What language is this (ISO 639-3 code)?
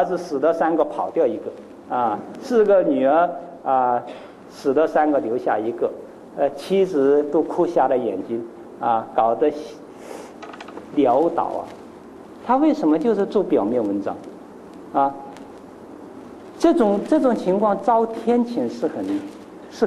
zho